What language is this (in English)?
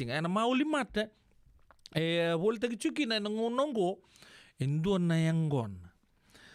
Fijian